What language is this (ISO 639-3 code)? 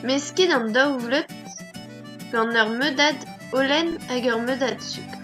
bre